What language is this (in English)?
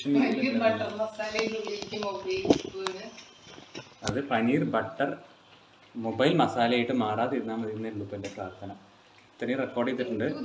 Malayalam